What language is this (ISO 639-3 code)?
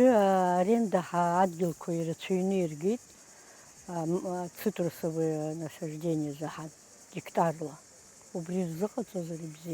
abk